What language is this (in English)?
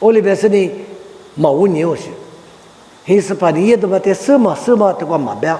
Lisu